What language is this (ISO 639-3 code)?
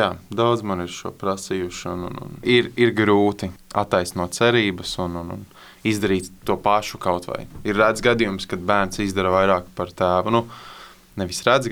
lav